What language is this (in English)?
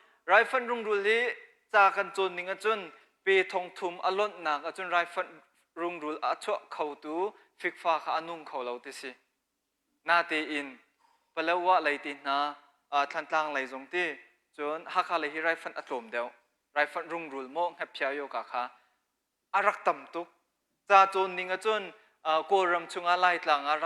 Hakha Chin